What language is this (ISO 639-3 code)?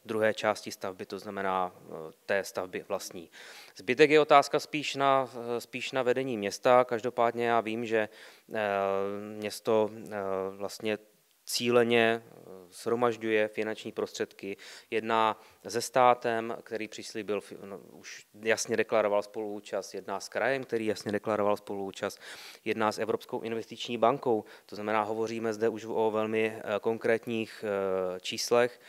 ces